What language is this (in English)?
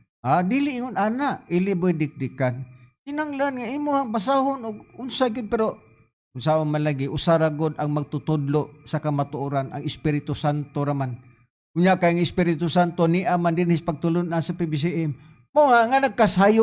Cebuano